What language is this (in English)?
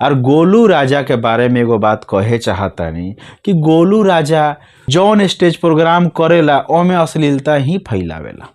Bhojpuri